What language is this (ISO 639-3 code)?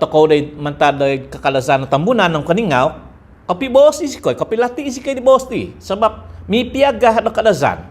dtp